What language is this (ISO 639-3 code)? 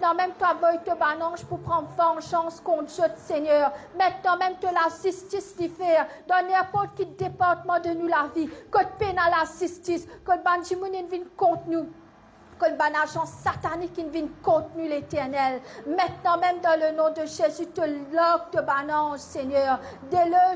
mfe